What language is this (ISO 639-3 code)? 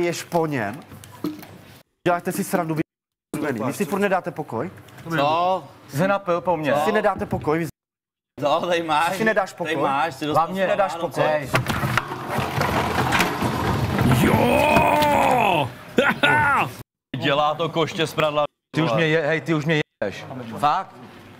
ces